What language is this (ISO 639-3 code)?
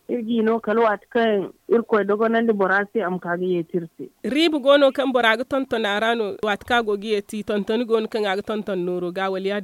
dje